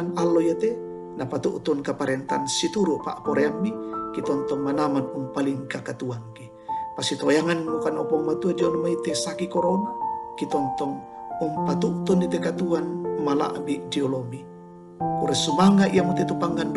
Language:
Toraja-Sa'dan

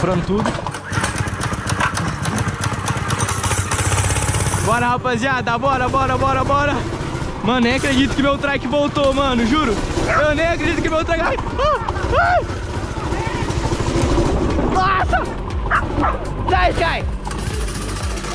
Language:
Portuguese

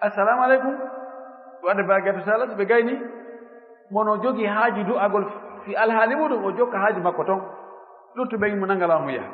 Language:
Fula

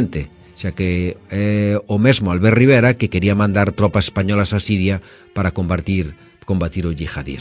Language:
Galician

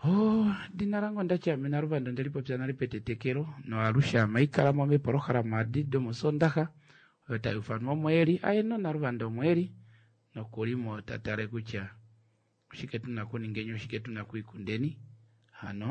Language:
Kuanyama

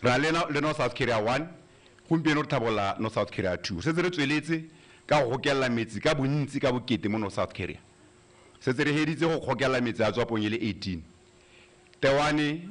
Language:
Tswana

